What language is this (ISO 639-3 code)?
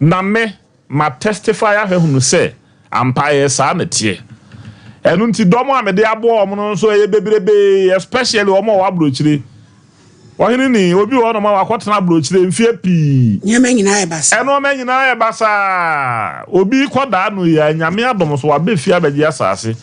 aka